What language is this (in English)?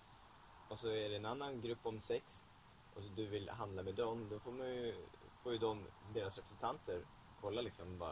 Swedish